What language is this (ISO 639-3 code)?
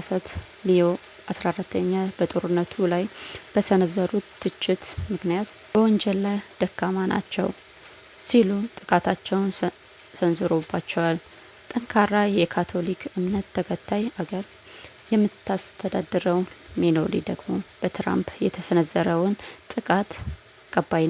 amh